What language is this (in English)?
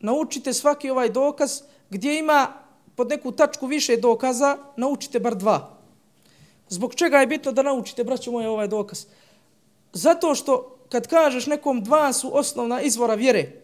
Bosnian